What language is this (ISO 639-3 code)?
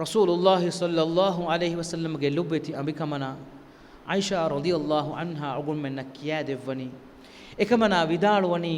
div